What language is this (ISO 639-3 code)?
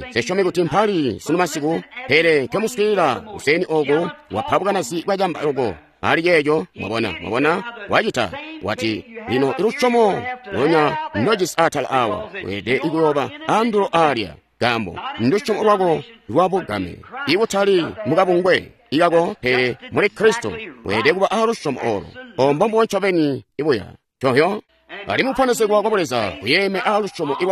toi